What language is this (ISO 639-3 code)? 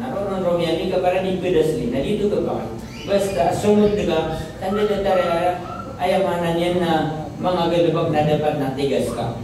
mrw